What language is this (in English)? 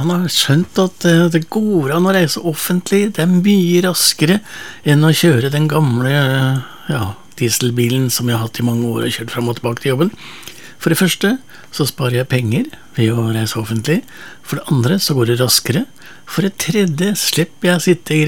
Norwegian